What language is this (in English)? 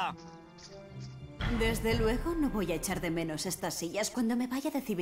Spanish